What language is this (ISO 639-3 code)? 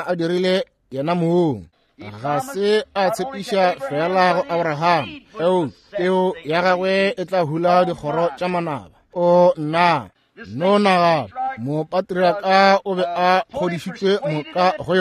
nso